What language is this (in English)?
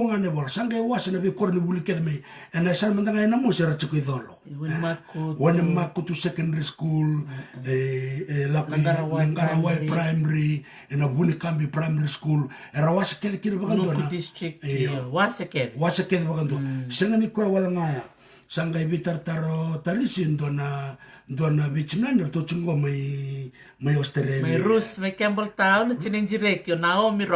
Fijian